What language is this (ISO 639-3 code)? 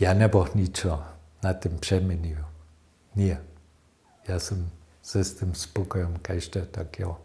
hsb